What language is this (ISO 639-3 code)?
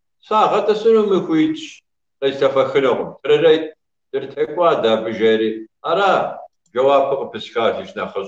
kbd